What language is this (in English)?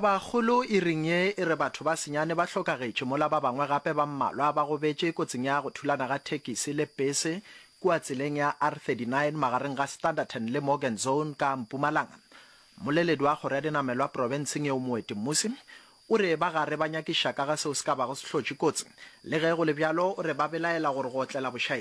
Northern Sotho